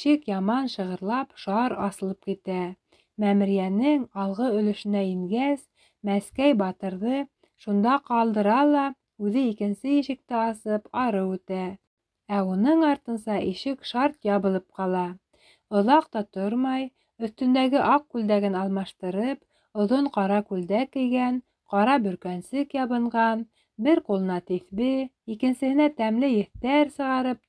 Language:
Bashkir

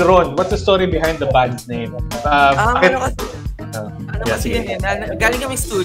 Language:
Filipino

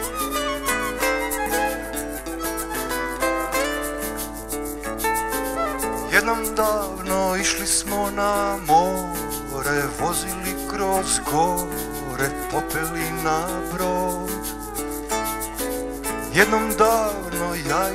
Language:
Croatian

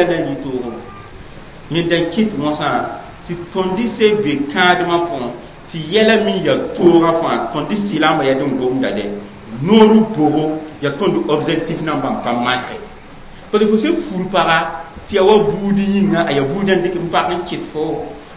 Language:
Mossi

